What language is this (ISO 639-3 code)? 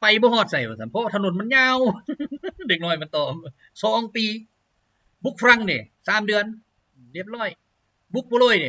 lao